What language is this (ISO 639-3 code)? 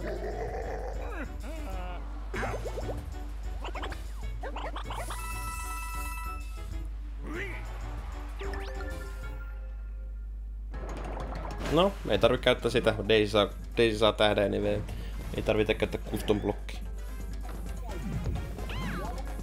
fin